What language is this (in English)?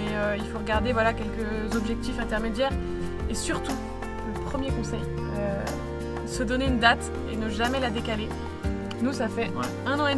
French